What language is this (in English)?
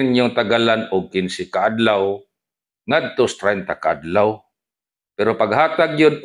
Cebuano